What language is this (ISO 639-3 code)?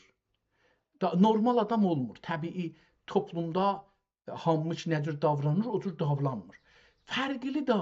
azb